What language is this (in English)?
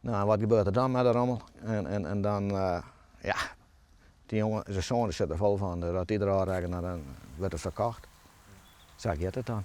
Western Frisian